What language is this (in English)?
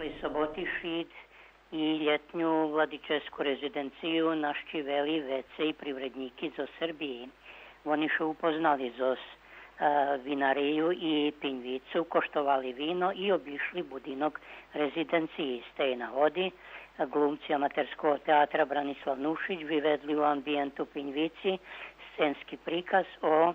Rusyn